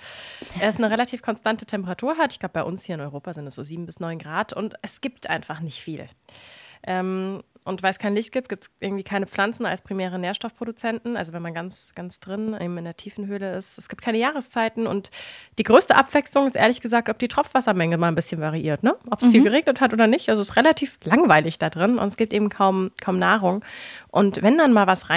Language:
German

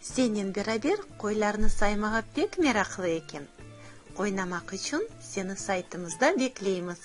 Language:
Crimean Tatar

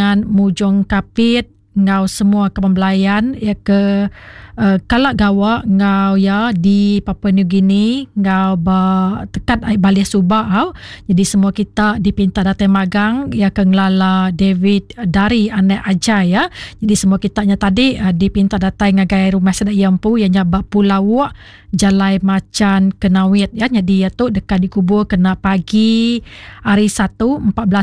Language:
Iban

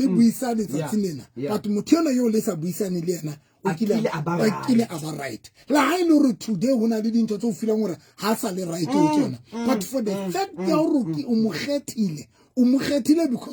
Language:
Southern Sotho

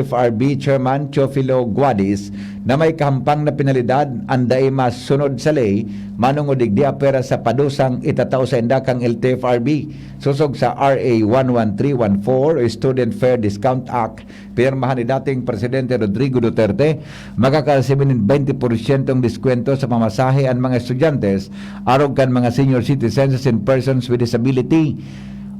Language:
Bikol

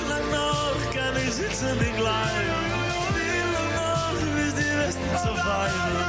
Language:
Yiddish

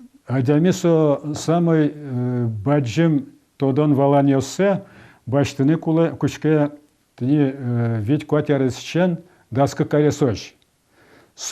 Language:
Udmurt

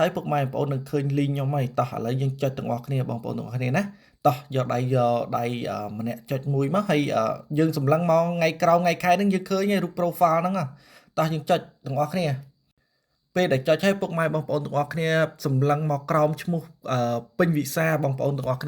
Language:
Khmer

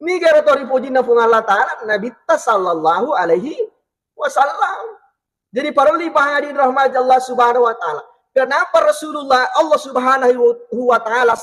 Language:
Buginese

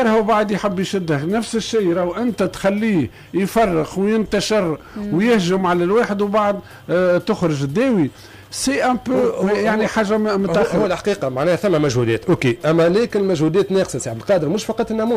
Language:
Tunisian Arabic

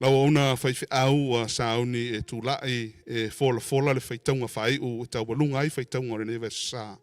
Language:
Samoan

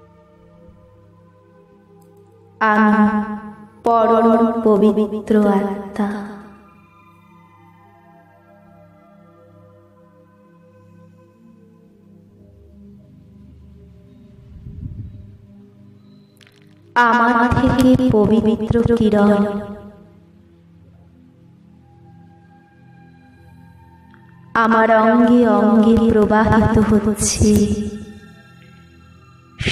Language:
Bangla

